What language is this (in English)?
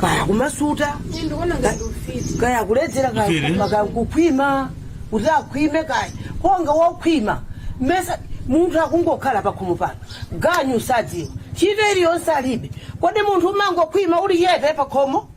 Nyanja